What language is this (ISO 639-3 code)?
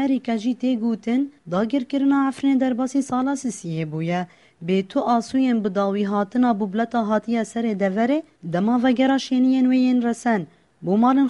kur